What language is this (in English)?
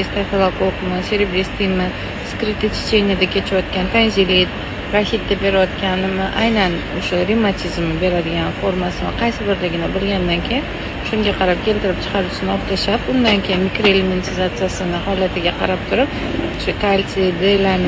Uzbek